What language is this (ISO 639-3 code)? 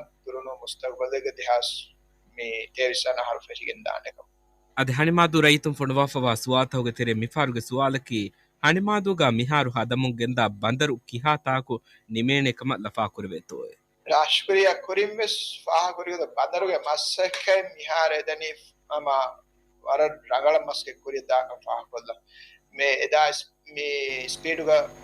div